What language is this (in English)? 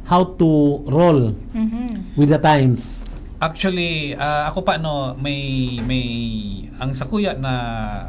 Bikol